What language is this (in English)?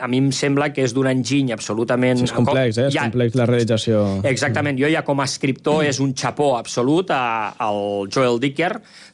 Catalan